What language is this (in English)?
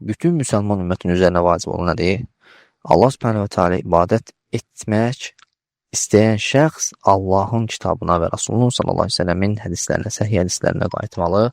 Azerbaijani